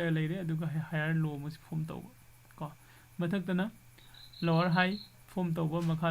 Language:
Manipuri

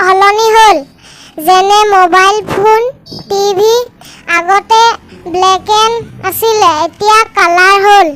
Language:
Assamese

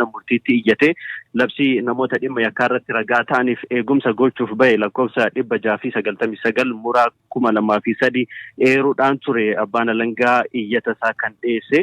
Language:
Oromo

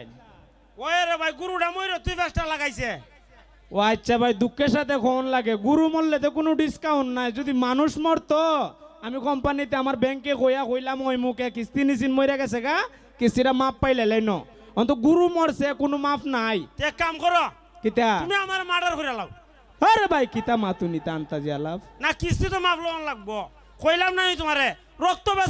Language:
Sylheti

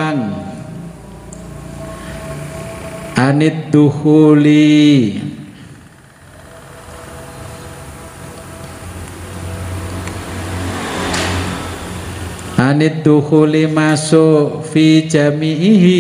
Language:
Indonesian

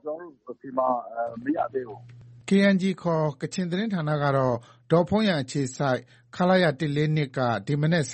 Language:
Burmese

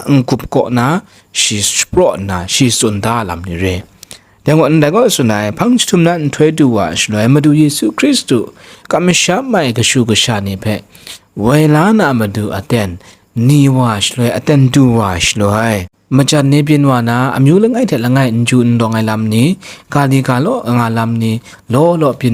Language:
Kachin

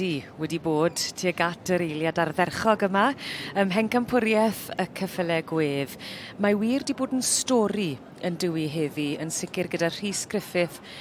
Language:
Welsh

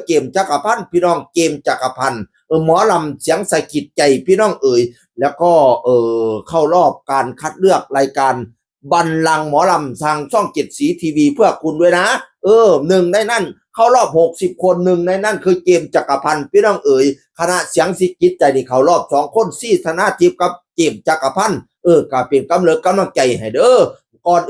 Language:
Northeastern Thai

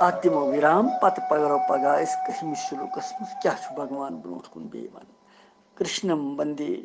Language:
Kashmiri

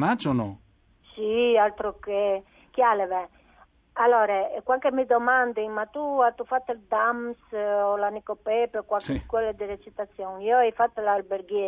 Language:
Friulian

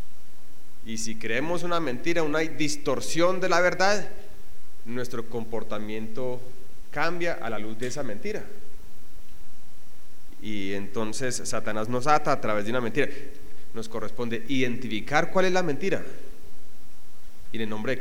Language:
Spanish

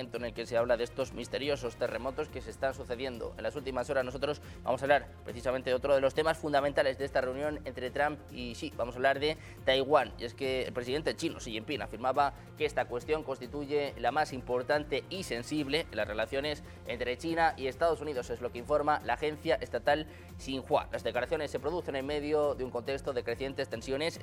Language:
Spanish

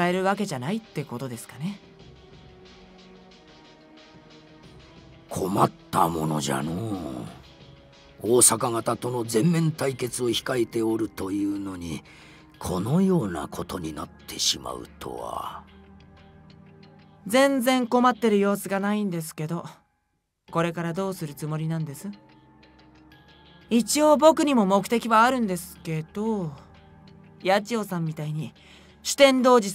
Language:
Japanese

